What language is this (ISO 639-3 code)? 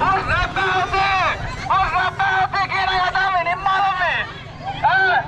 div